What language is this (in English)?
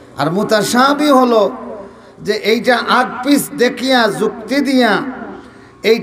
Sylheti